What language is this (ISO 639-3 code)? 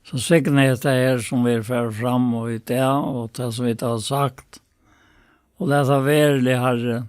fao